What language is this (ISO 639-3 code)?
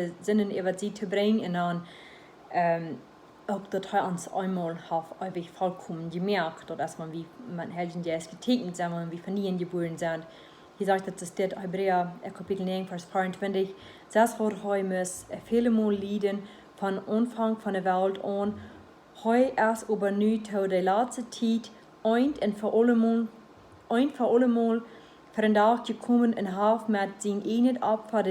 pdt